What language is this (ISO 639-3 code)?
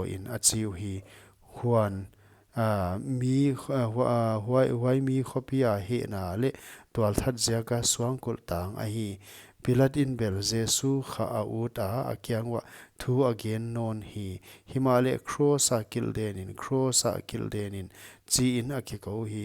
pck